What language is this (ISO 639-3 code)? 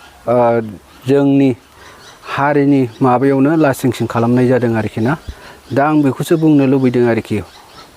brx